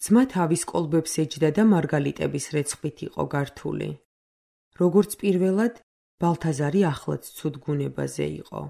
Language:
Georgian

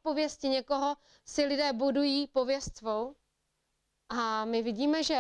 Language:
Czech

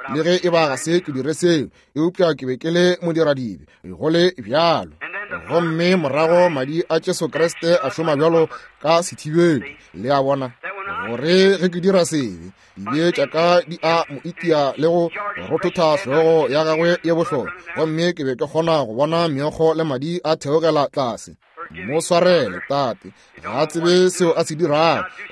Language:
Northern Sotho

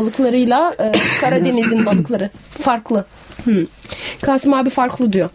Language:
Turkish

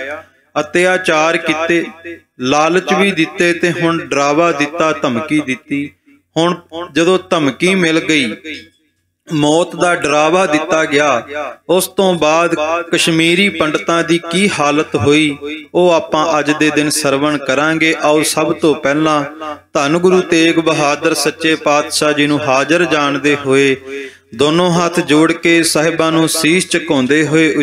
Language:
Punjabi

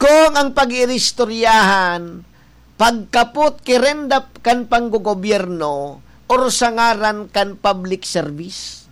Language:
Bikol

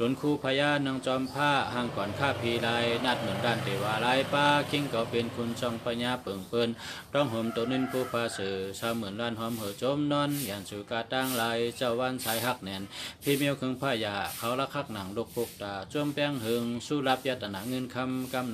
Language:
Shan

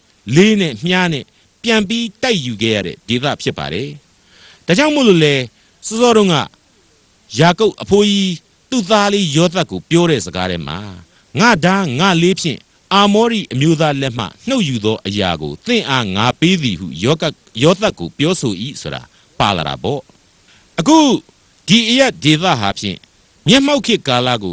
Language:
Burmese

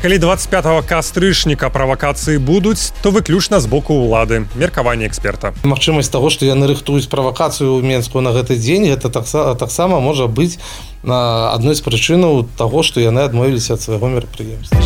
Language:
Belarusian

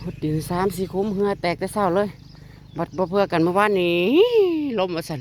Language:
Northeastern Thai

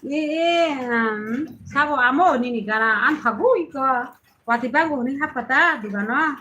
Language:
Kok Borok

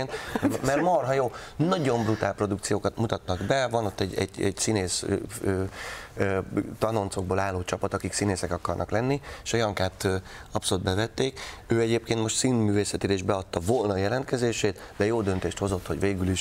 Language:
Hungarian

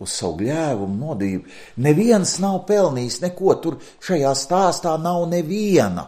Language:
Latvian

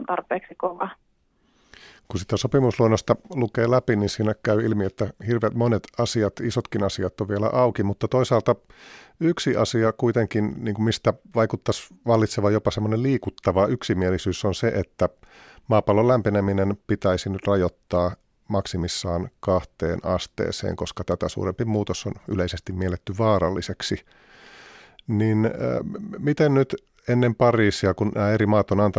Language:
Finnish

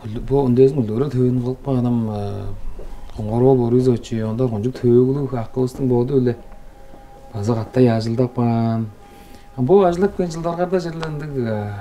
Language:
Tuvinian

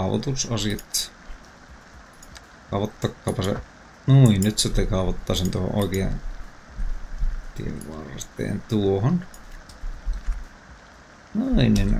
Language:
Finnish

